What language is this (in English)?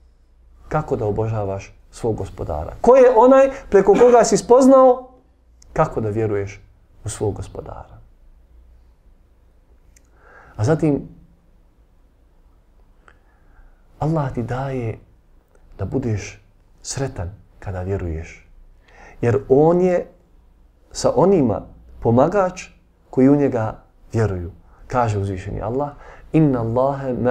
Bosnian